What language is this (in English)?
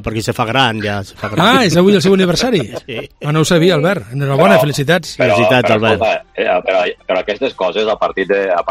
Catalan